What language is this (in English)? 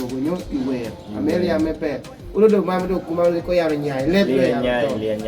Kumam